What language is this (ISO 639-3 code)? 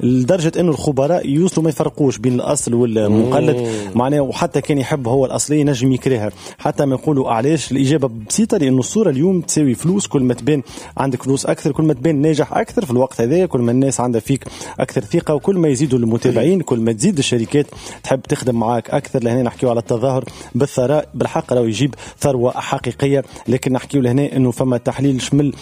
aeb